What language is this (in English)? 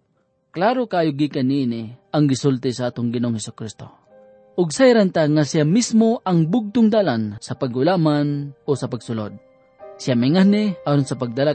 Cebuano